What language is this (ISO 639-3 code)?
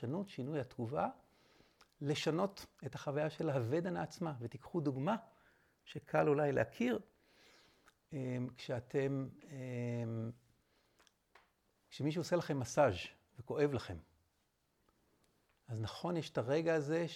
heb